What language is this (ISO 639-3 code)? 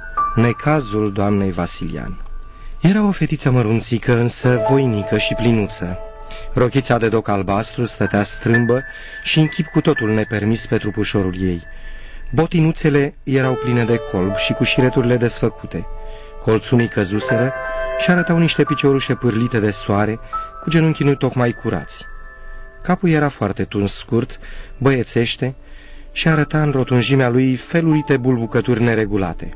ron